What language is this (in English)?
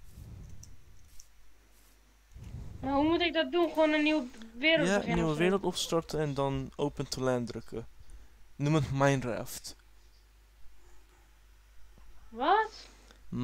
Dutch